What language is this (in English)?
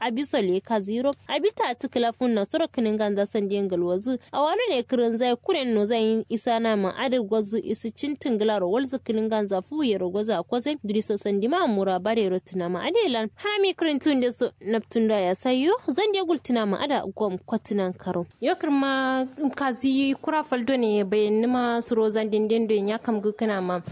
Kanuri